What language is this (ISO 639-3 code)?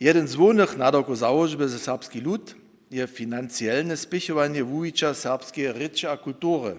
hsb